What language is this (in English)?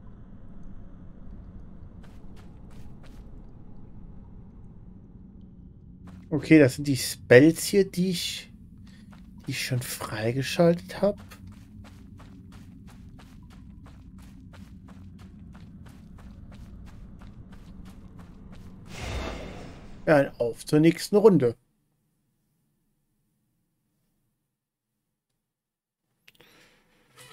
German